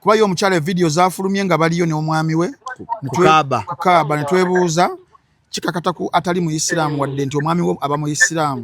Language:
Ganda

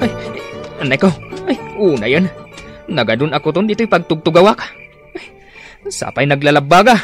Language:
Iloko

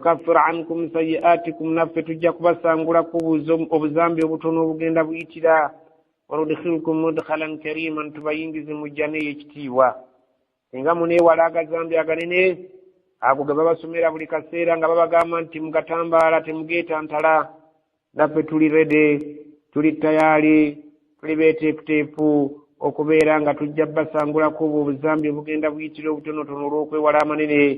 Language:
Ganda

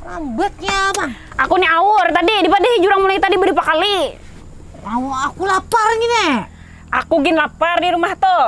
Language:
Banjar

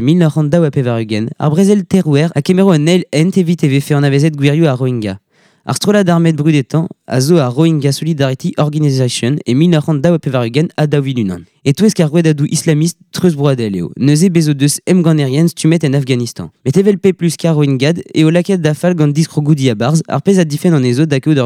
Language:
Breton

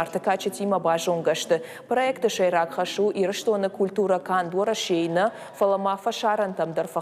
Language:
Ossetic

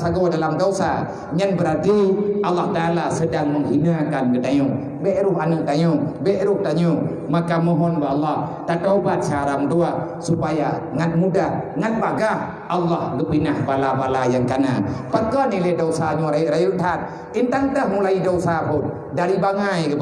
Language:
Achinese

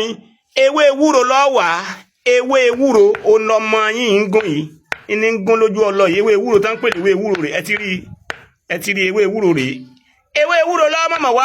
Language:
Yoruba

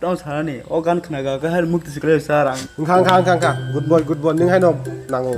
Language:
Kok Borok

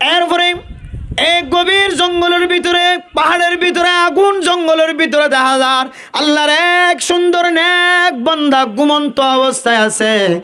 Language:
Rohingya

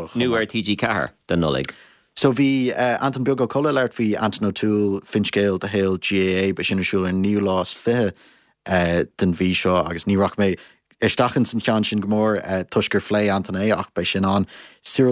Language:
Irish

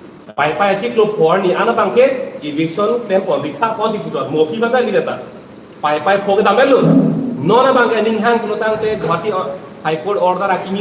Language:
Karbi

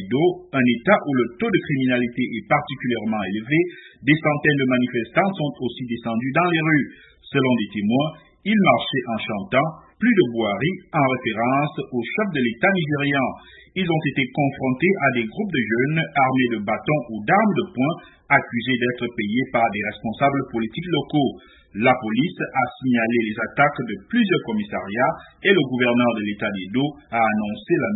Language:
French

